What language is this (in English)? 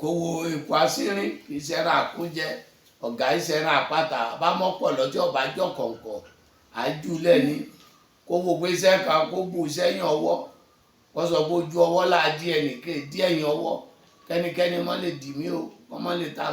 Yoruba